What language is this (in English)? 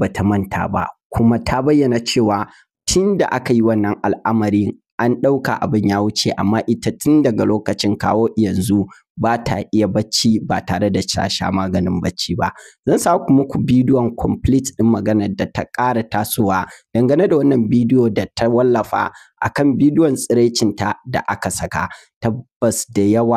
Hausa